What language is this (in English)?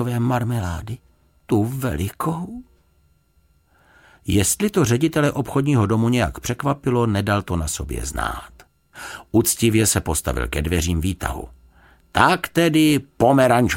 Czech